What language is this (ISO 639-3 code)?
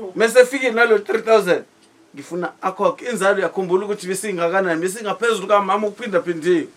zul